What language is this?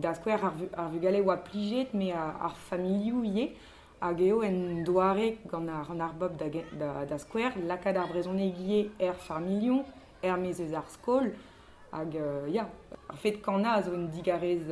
Breton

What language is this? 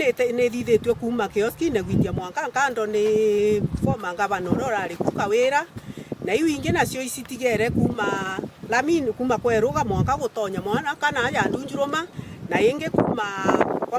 Meru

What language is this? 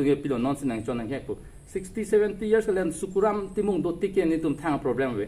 Karbi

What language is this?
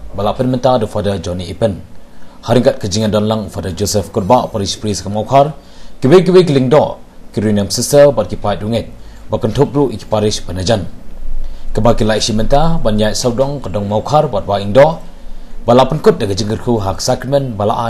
Khasi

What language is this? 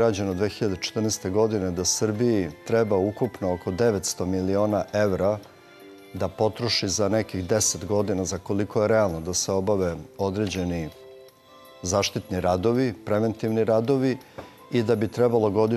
Serbian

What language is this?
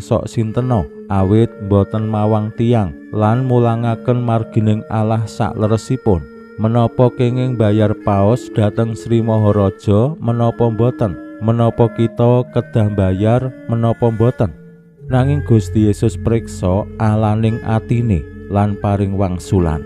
Javanese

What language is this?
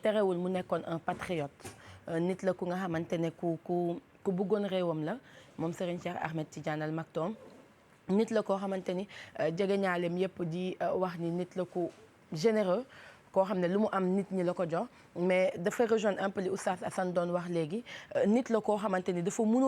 Wolof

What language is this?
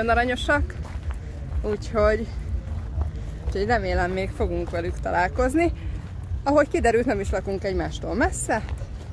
Hungarian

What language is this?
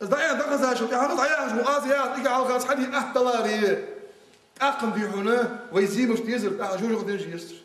Ingush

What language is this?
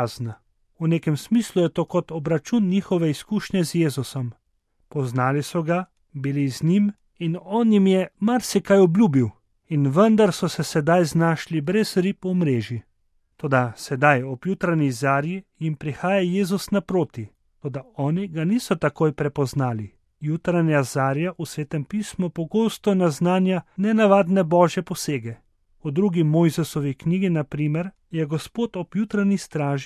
Slovenian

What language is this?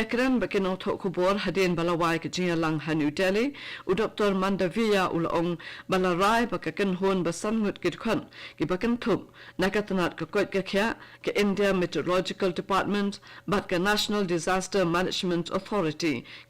Khasi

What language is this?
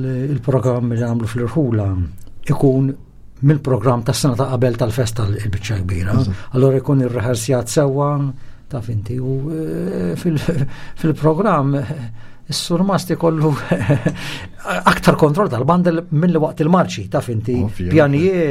Maltese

